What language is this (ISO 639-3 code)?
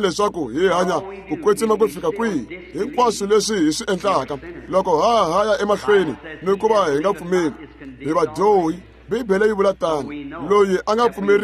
tso